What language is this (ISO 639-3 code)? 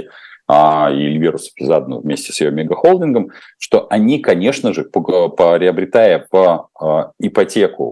rus